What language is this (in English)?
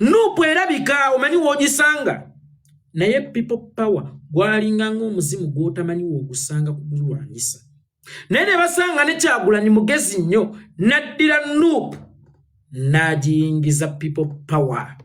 Ganda